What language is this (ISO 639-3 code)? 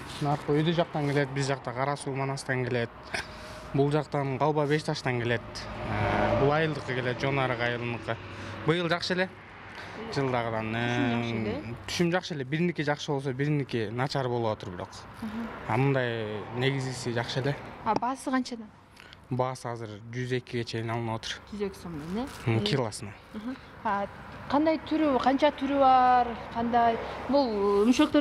kir